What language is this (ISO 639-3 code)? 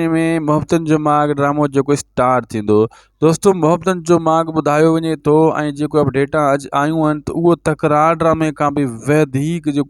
snd